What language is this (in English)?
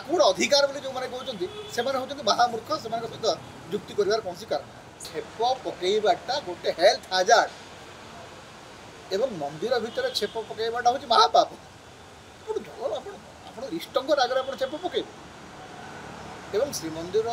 Odia